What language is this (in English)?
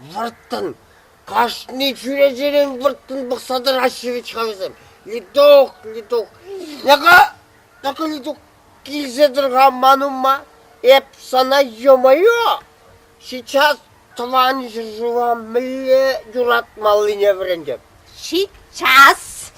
Chuvash